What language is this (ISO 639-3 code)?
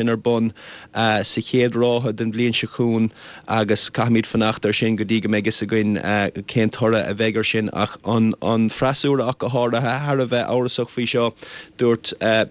gle